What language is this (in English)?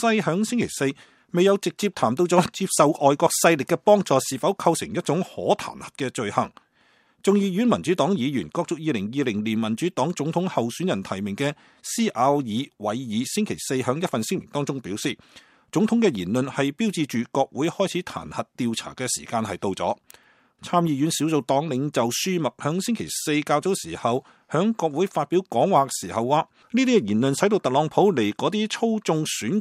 Cantonese